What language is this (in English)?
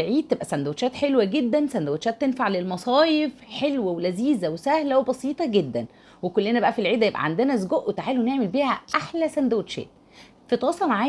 Egyptian Arabic